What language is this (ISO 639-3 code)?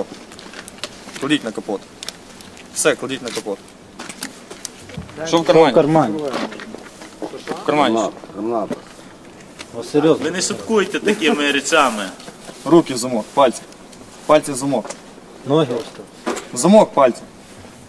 ukr